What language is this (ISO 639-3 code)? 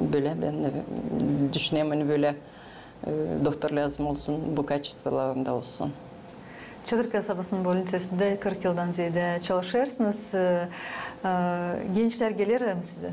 gag